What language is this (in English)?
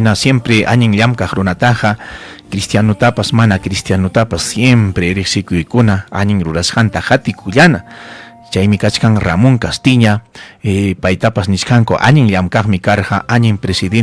Ayacucho Quechua